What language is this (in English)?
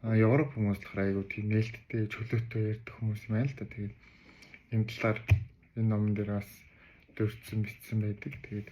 Mongolian